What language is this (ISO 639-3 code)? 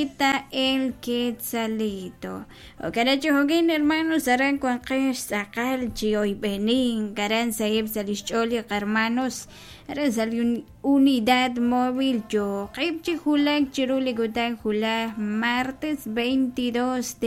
kek